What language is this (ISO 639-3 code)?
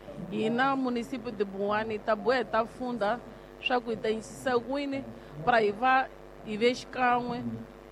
tso